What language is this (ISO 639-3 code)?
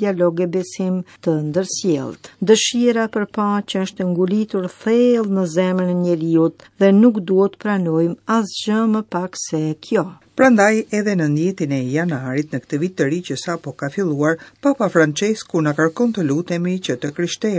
sqi